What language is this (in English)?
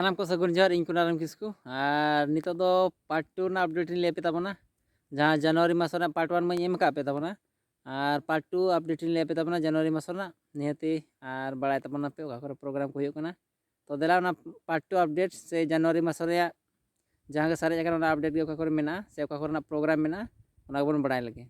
Santali